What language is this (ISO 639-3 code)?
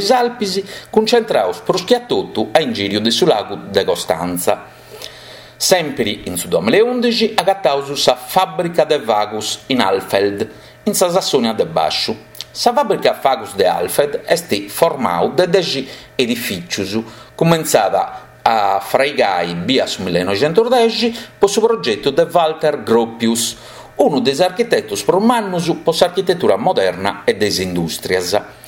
srd